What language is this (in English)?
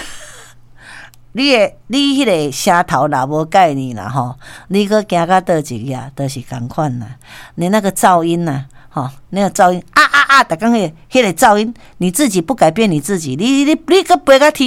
Min Nan Chinese